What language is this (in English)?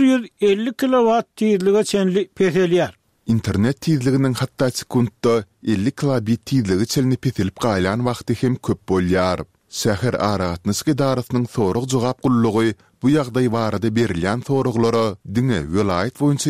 Turkmen